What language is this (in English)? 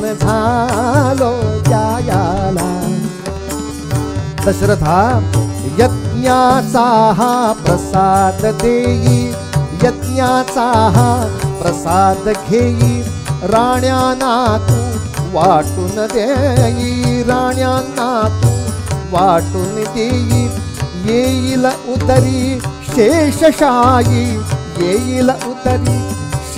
Marathi